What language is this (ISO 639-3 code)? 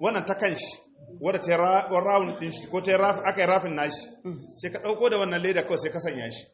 hau